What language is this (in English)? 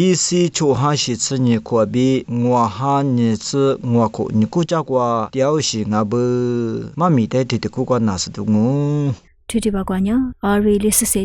Lisu